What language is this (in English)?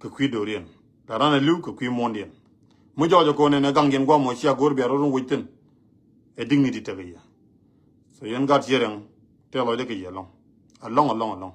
Nuer